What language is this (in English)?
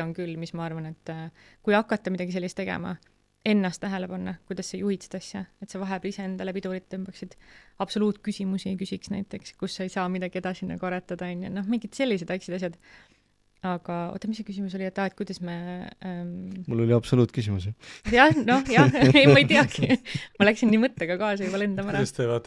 Estonian